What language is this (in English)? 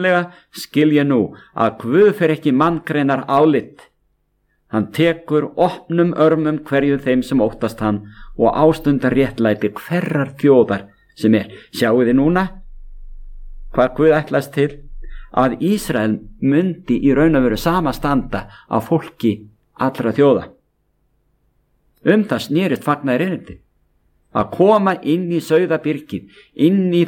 Icelandic